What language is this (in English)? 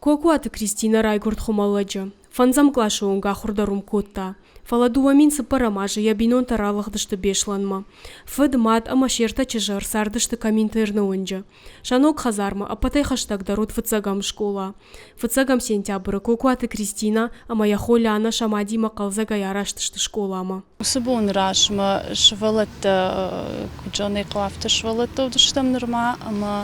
Ossetic